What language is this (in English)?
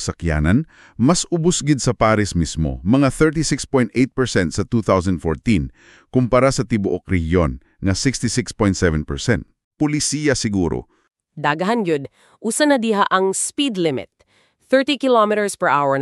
Cebuano